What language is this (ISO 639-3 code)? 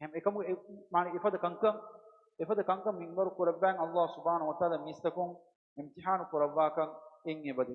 div